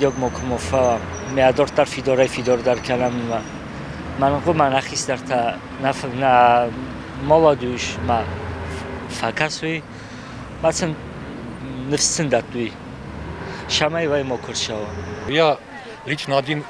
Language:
Ossetic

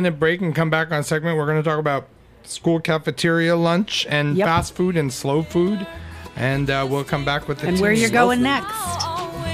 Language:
English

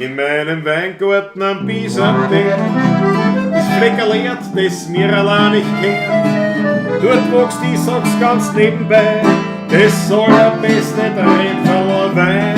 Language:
Bavarian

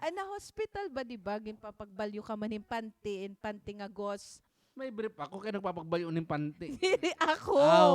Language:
Waray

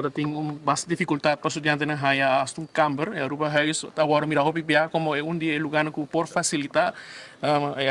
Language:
Papiamento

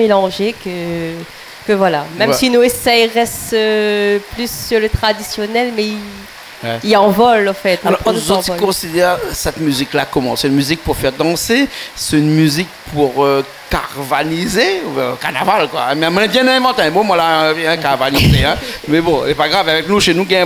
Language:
Réunion Creole French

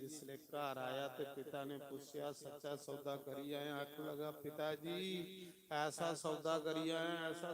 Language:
Dogri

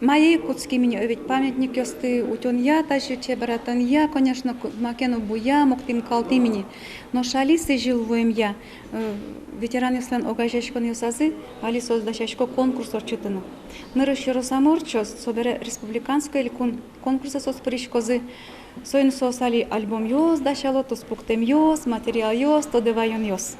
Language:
Udmurt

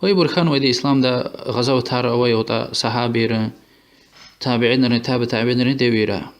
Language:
Lezghian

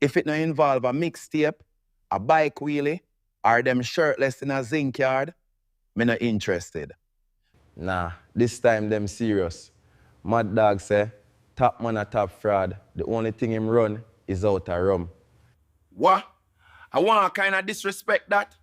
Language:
Jamaican Creole English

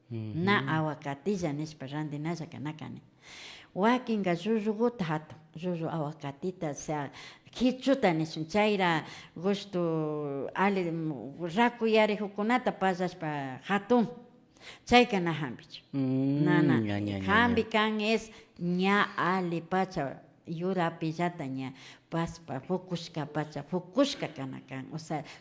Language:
Imbabura Highland Quichua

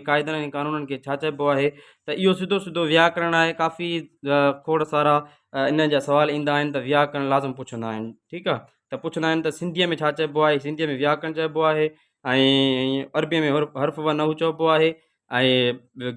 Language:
Sindhi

